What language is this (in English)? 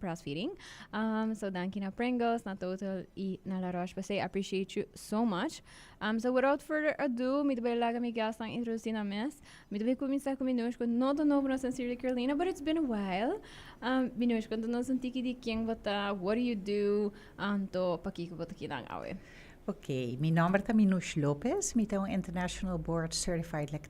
Papiamento